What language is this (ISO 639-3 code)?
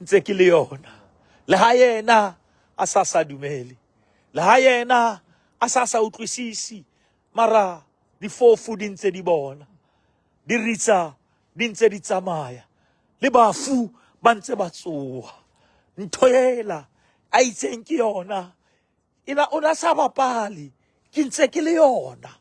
sot